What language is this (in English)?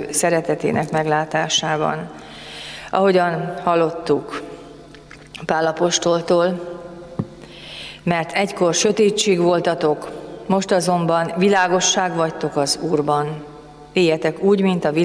Hungarian